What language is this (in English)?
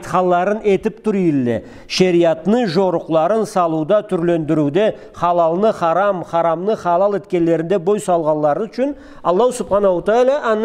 Karachay-Balkar